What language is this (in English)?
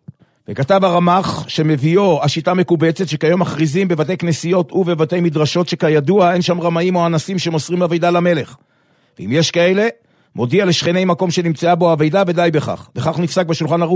Hebrew